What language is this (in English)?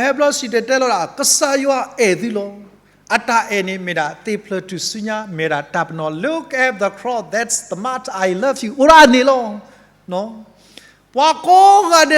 S'gaw Karen